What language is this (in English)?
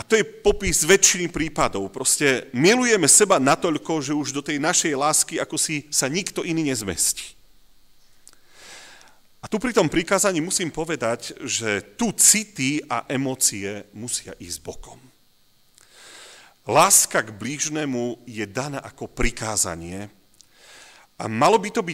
Slovak